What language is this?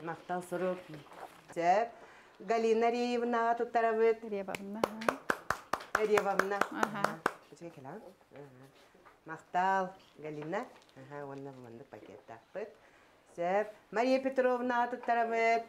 Yakut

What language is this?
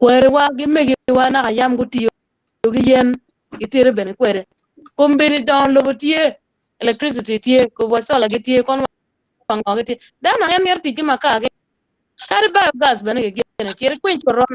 Acoli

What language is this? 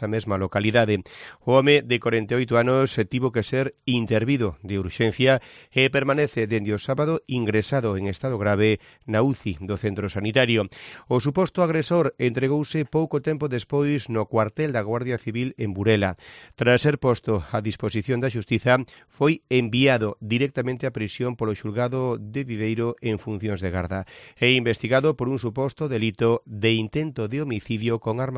Galician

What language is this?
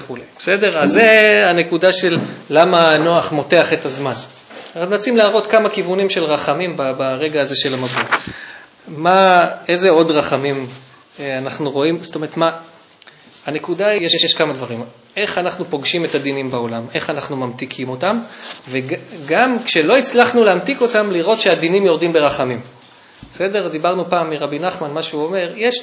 Hebrew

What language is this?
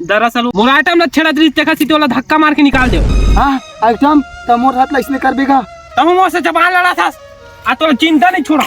Chhattisgarhi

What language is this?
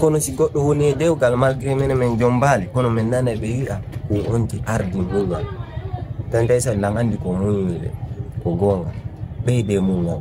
Fula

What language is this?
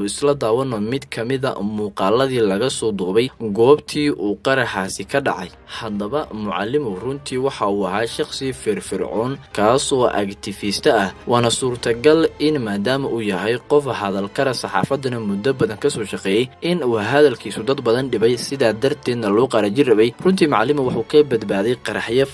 Somali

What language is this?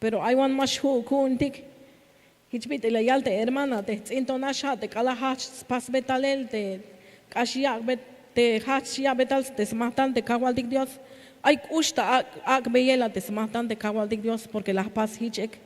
Tzeltal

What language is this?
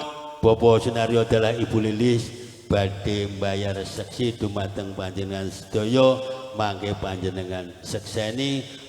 Javanese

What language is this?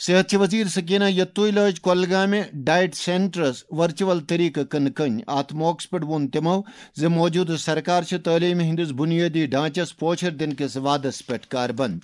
Kashmiri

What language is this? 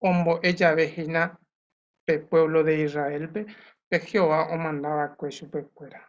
Guarani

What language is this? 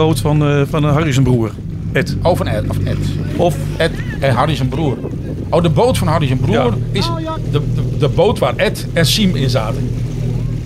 Dutch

